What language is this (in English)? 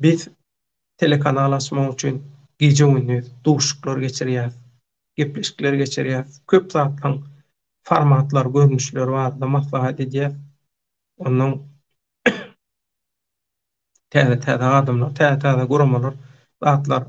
Turkmen